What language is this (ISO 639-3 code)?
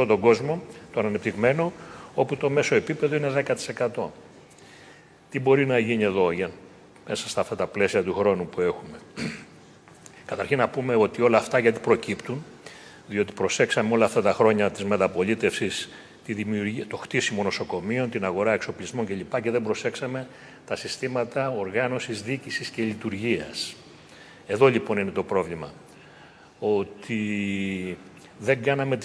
ell